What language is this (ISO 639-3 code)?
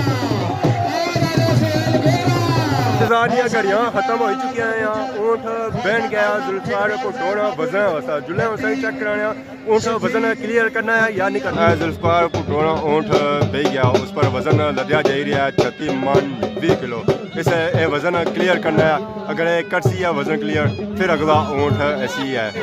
phr